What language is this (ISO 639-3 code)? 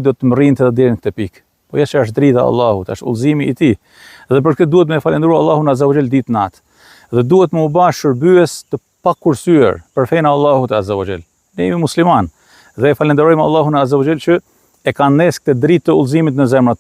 sqi